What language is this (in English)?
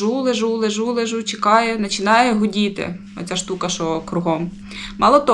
Ukrainian